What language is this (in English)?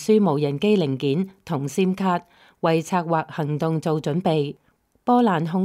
Cantonese